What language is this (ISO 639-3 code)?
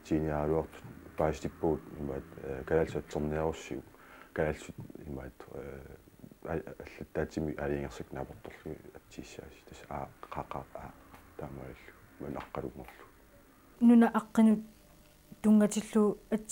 kal